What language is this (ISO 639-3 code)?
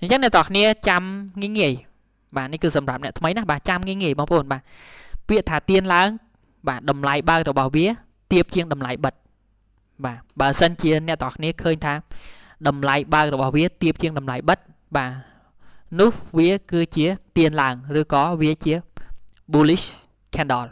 khm